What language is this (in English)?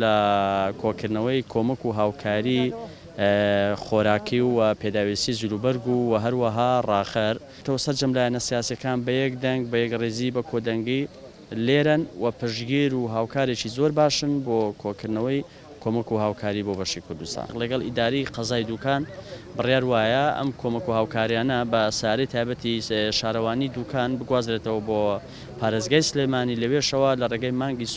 Central Kurdish